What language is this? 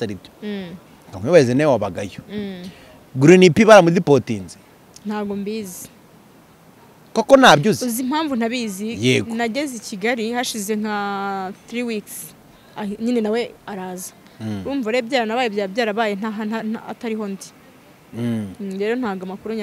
Kinyarwanda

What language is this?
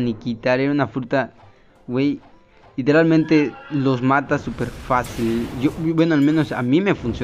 Spanish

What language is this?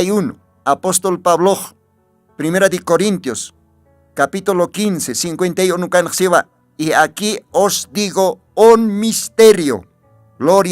Aymara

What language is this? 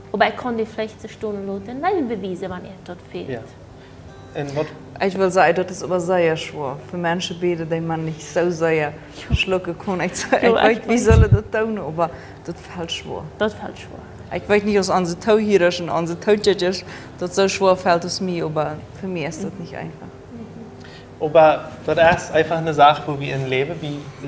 Plautdietsch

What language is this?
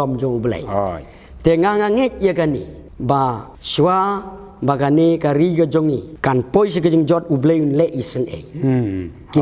Khasi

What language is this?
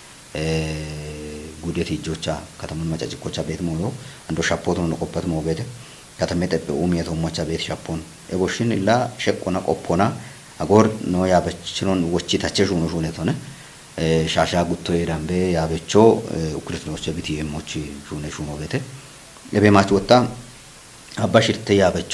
Kafa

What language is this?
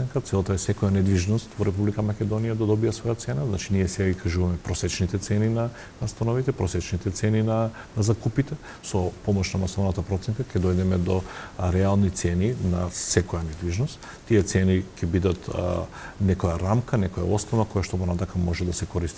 Macedonian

